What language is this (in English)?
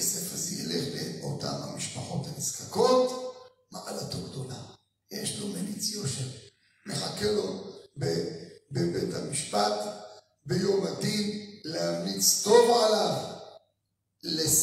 Hebrew